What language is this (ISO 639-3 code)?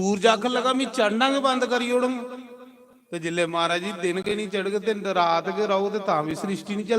doi